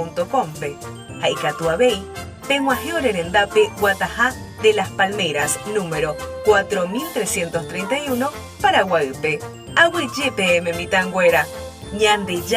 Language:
Guarani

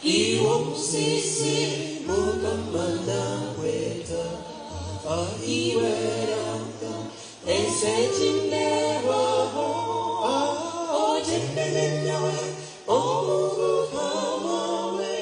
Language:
Nyankole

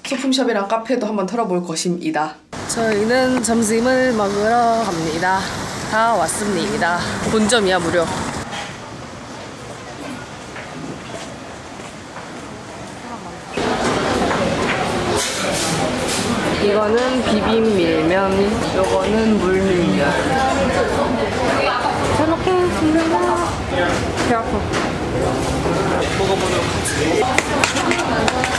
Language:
Korean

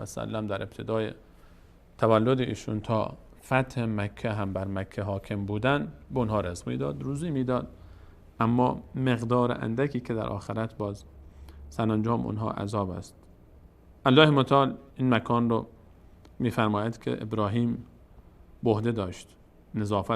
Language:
Persian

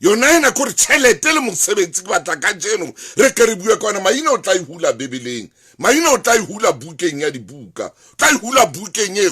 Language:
Southern Sotho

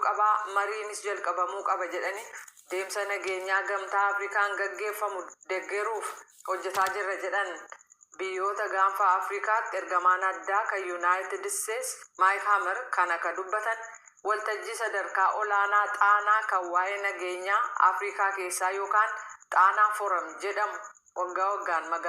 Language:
Oromo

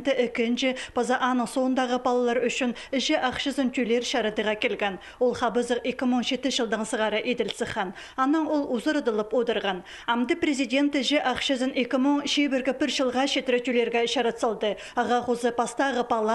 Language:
Khakas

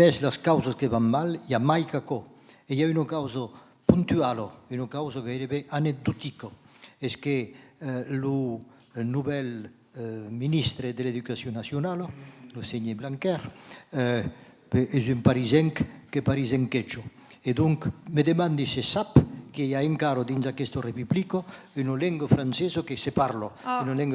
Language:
Occitan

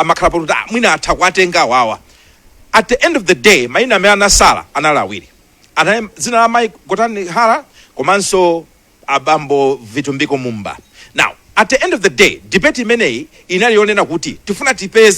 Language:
Nyanja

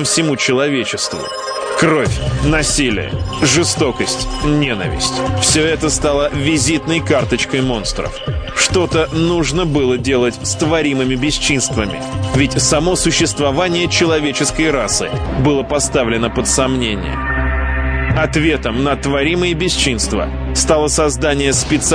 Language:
Russian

